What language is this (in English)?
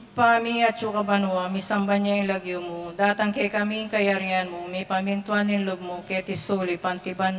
Pampanga